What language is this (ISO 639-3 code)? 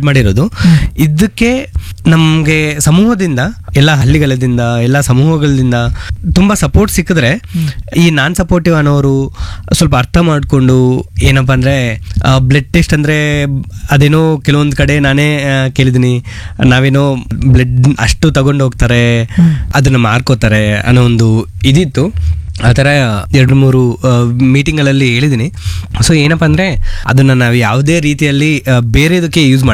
kan